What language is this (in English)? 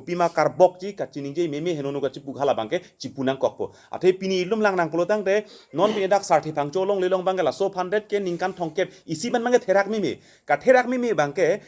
Karbi